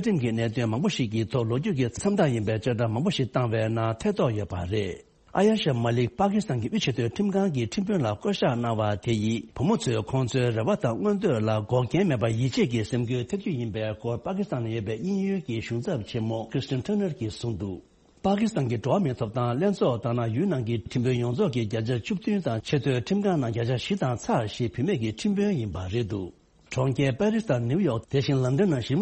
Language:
Tibetan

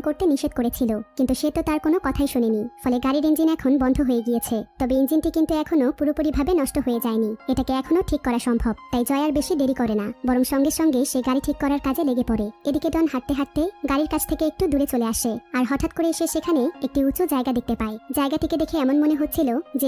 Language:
Bangla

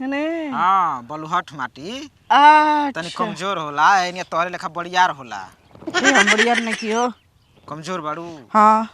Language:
Bhojpuri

